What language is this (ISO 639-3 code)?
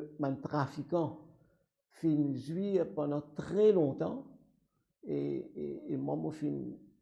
mfe